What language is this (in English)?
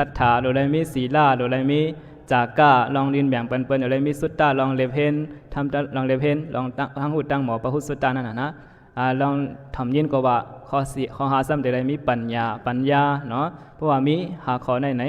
Shan